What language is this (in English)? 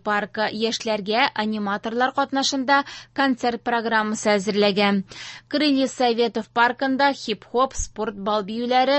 Tatar